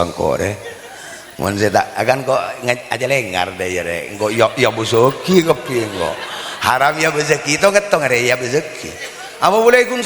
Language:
Madurese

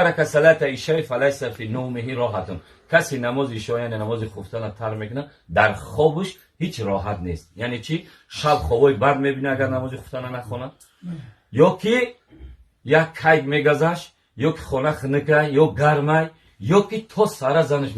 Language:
Tajik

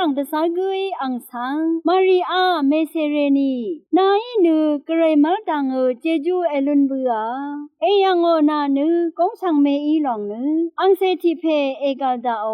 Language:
Rawang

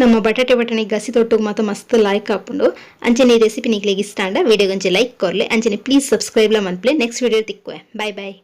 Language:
Tulu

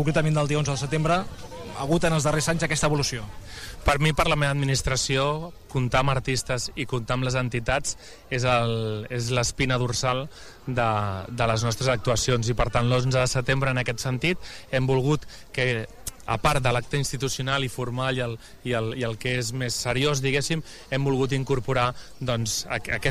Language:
Catalan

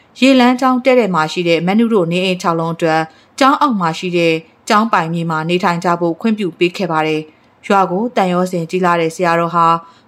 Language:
Burmese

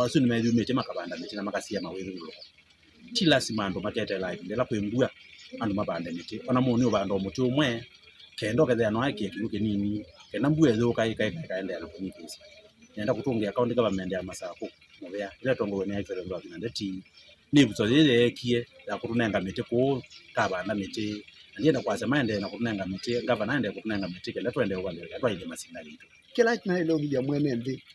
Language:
Kamba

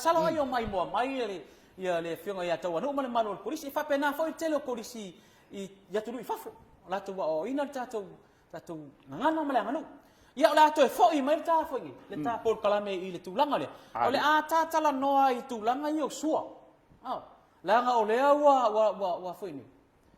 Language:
Samoan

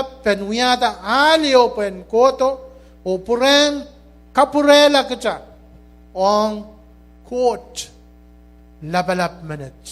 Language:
Pohnpeian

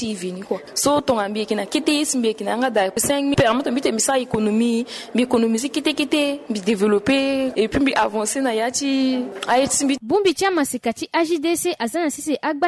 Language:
Sango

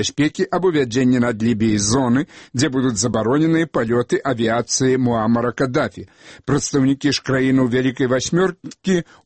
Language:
Belarusian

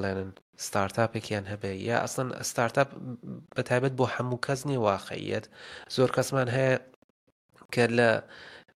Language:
Central Kurdish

